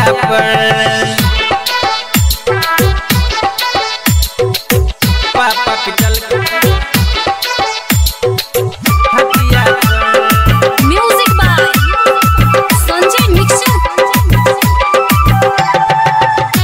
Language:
Bhojpuri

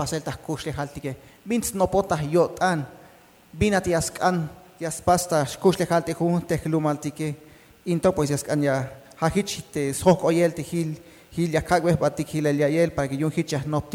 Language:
Tzeltal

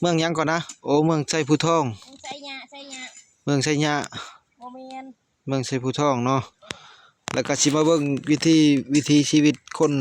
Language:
Lao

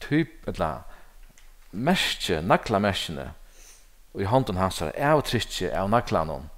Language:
Faroese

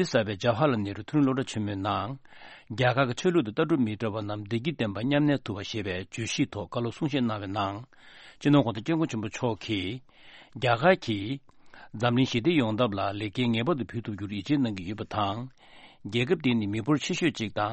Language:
Tibetan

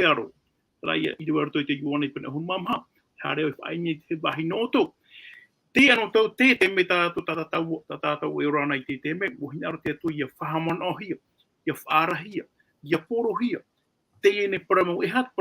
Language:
Tahitian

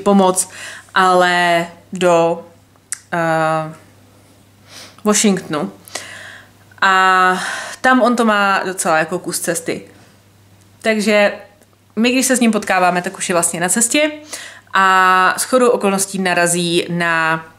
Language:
Czech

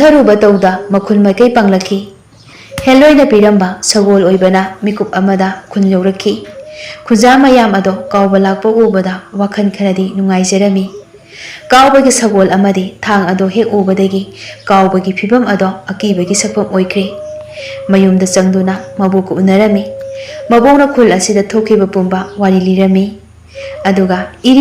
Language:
Manipuri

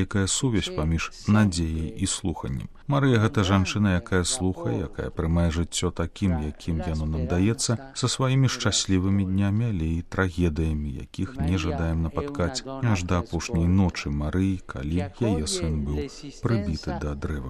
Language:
Belarusian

